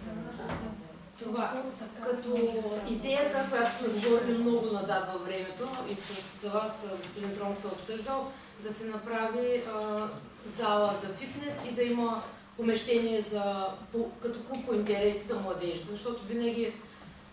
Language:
Bulgarian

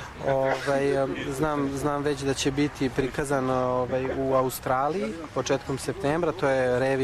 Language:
Serbian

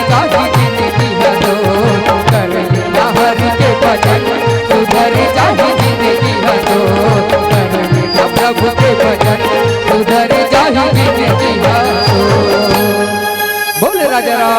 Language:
Chhattisgarhi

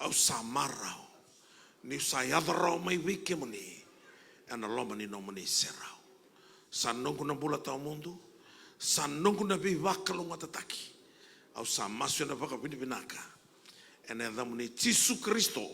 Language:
Fijian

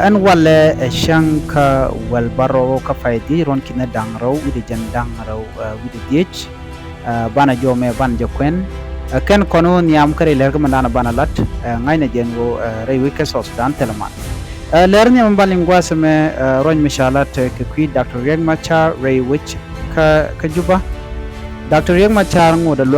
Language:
Nuer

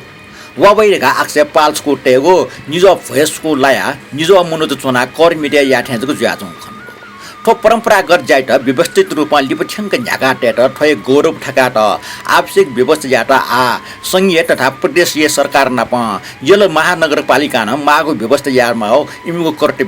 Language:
Newari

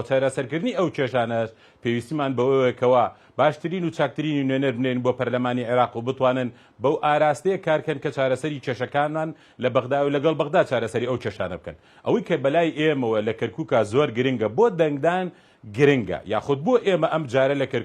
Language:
Central Kurdish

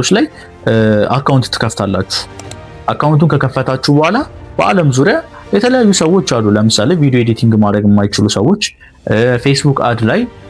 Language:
Amharic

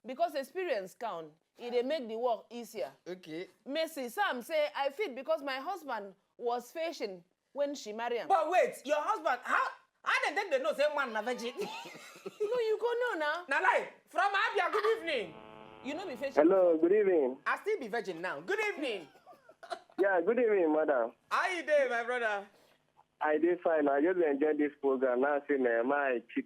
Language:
Nigerian Pidgin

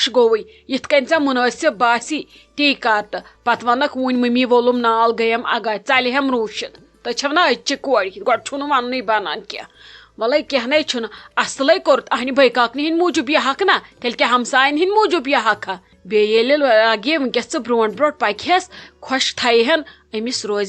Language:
Kashmiri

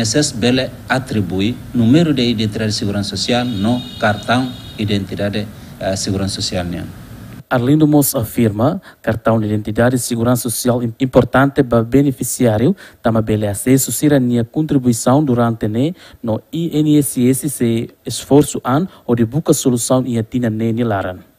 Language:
Tetum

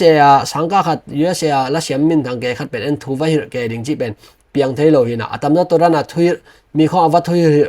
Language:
Tedim Chin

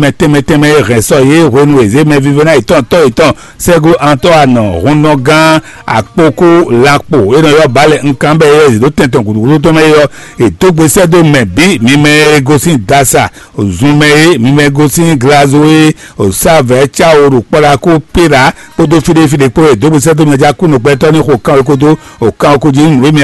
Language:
Fon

